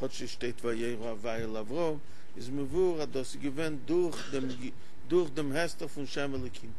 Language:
Yiddish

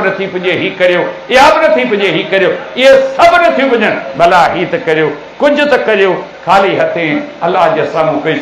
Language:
Sindhi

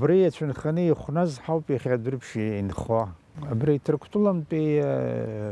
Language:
Abkhazian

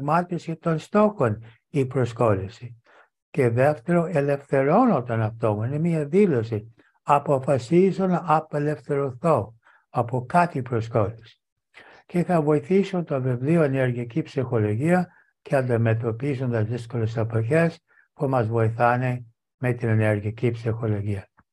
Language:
Greek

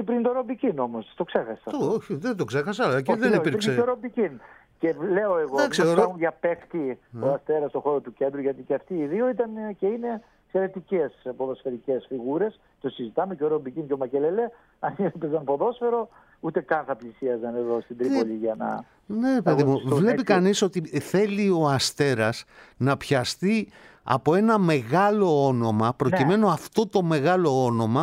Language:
Greek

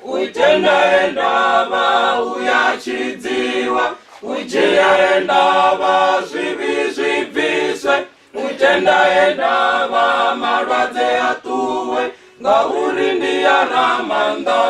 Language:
Venda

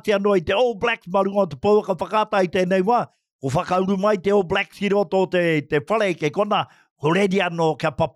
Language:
Māori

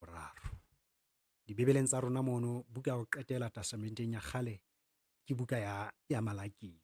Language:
Southern Sotho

